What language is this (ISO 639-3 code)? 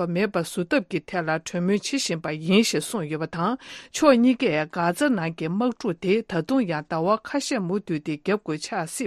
bod